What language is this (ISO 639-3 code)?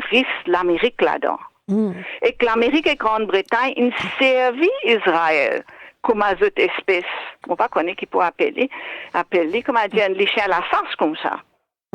mfe